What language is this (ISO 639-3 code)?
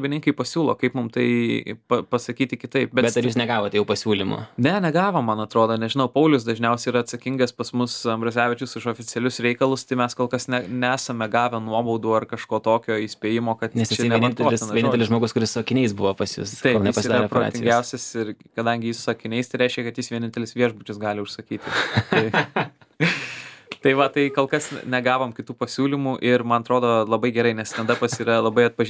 lit